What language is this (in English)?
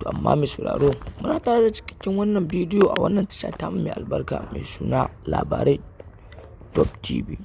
Hausa